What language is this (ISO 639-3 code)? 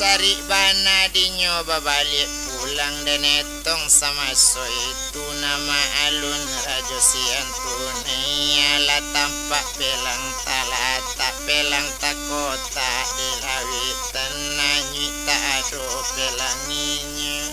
min